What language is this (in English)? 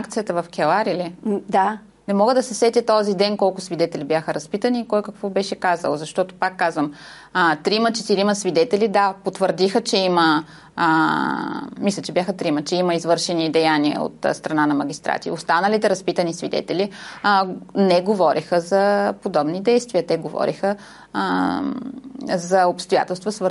Bulgarian